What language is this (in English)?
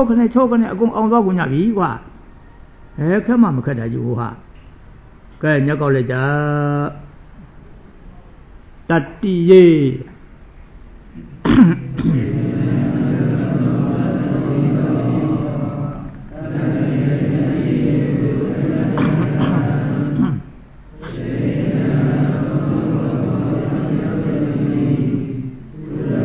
Burmese